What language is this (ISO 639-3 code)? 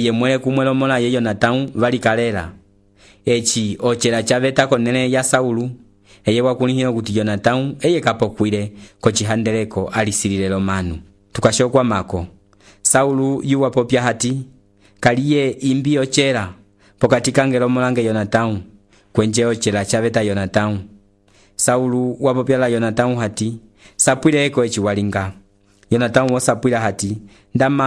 umb